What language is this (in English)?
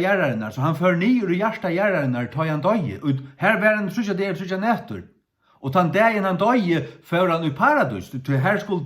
Faroese